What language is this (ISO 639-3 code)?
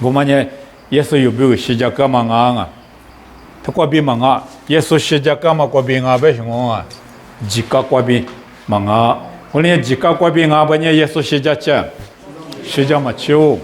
lis